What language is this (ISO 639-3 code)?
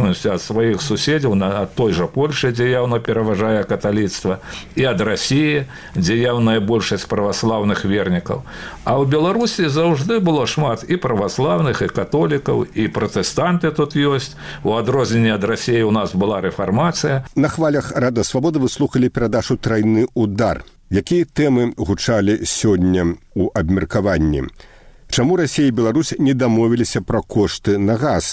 bel